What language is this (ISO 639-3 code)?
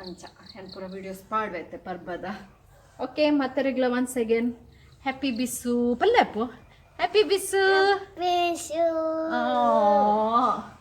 tcy